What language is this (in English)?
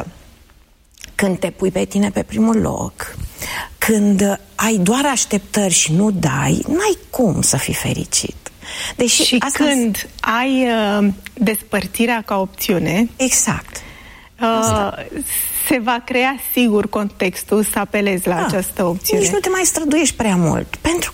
Romanian